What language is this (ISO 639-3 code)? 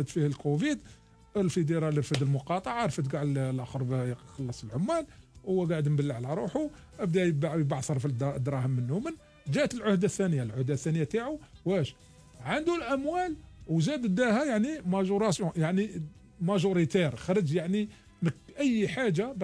arq